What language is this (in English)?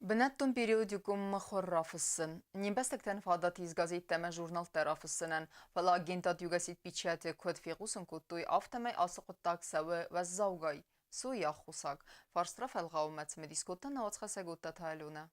Ossetic